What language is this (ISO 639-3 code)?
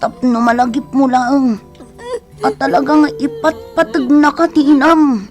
ilo